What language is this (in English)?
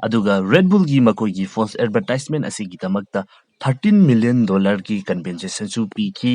Manipuri